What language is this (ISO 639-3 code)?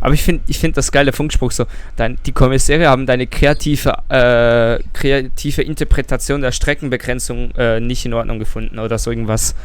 gsw